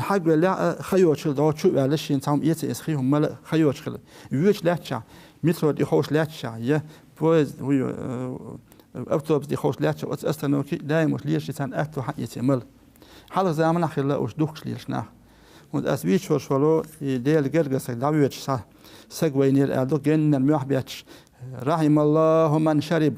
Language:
Chechen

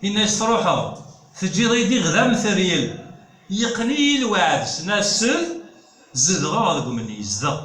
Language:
Kabyle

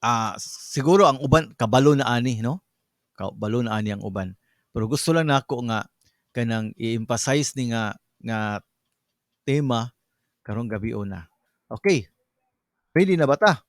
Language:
Cebuano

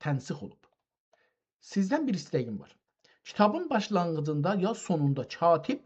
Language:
South Azerbaijani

